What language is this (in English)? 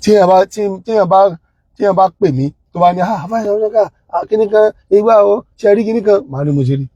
Yoruba